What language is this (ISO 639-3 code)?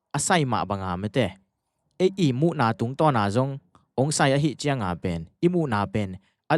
ctd